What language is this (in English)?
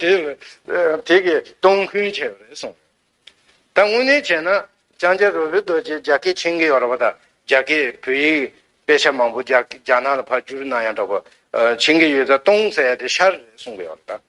Tibetan